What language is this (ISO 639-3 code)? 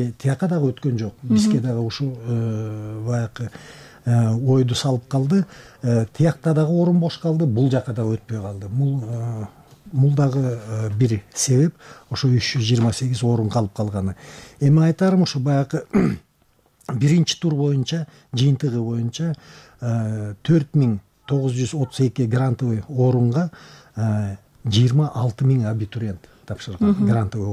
kir